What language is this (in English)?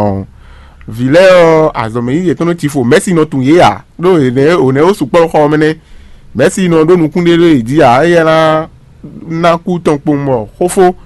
Fon